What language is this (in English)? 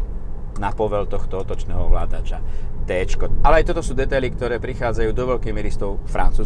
Slovak